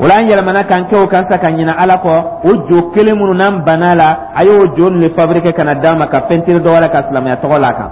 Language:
Dyula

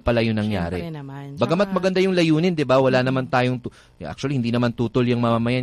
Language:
Filipino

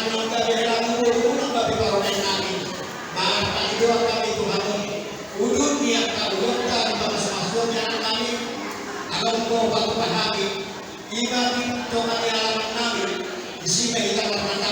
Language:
Batak Toba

